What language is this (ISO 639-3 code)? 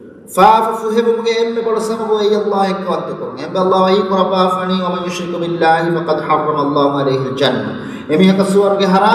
div